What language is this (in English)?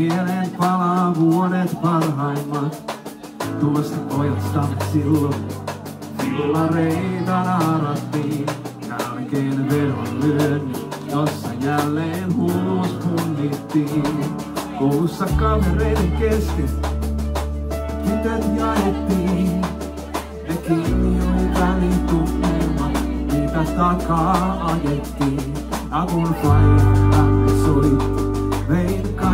Finnish